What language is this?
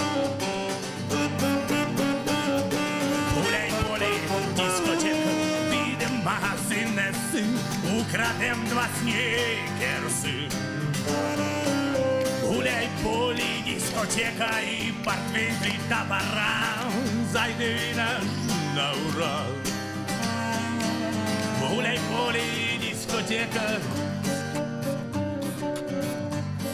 Ukrainian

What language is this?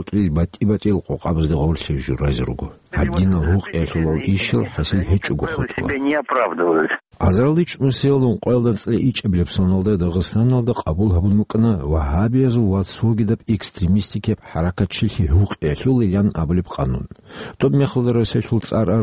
Avaric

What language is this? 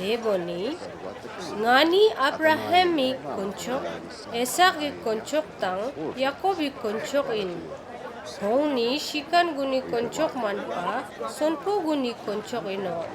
Ladakhi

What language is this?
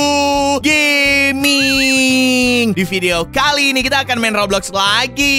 Indonesian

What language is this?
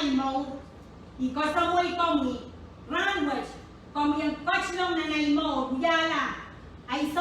Pohnpeian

